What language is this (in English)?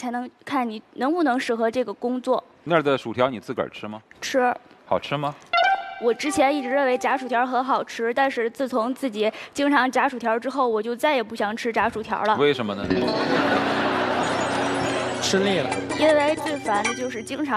Chinese